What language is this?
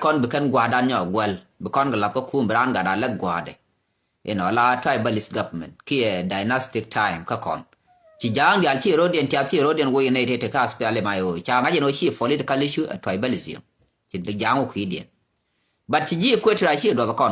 Nuer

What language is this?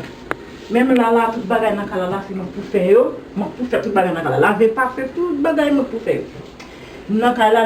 Haitian Creole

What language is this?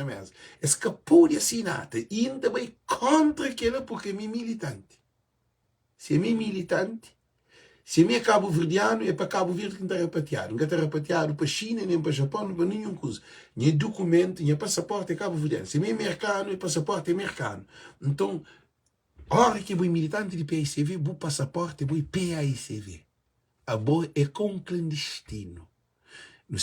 Kabuverdianu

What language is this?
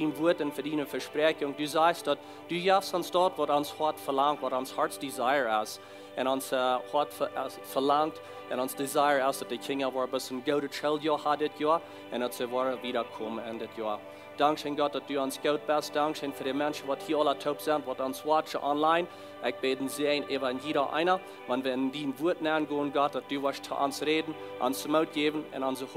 Plautdietsch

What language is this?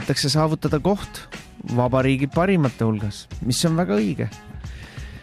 Estonian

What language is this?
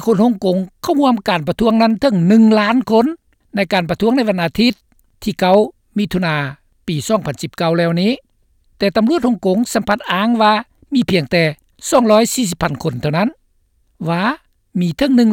Lao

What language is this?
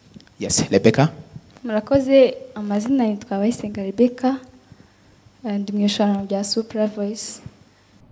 Kinyarwanda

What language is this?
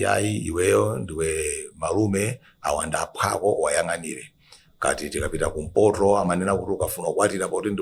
Nyanja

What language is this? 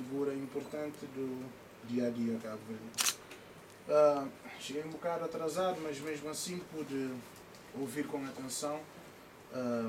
Portuguese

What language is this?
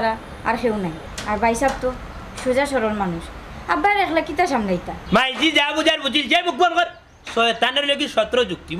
Sylheti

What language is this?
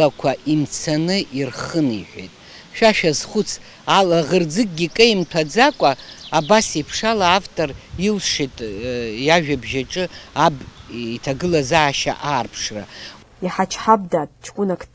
Abkhazian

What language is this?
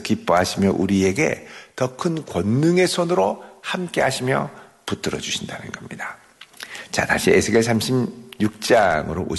Korean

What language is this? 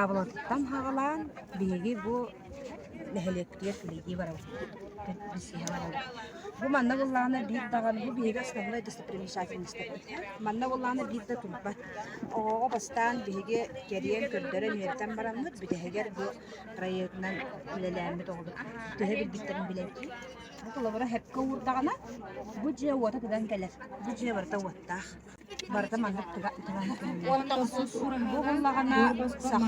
Yakut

